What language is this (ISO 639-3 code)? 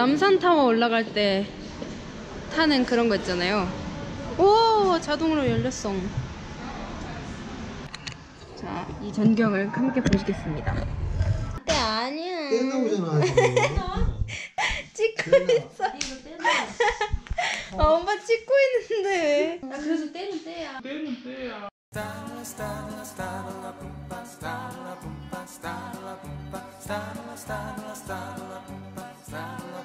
kor